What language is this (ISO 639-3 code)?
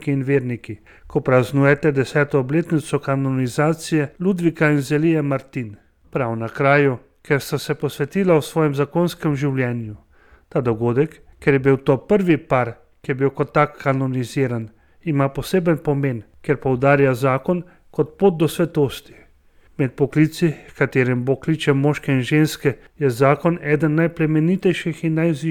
slv